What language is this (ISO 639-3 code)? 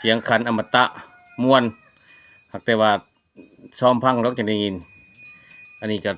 lao